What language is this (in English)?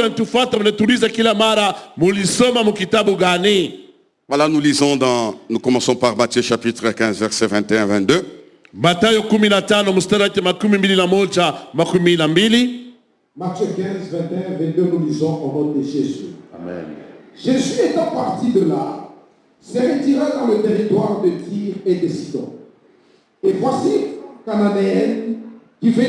Swahili